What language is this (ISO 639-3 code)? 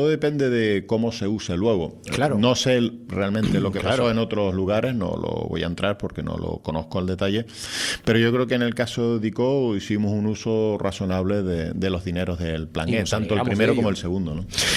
spa